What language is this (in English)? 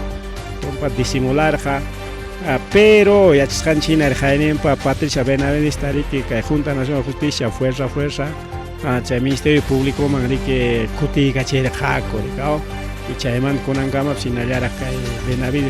Ayacucho Quechua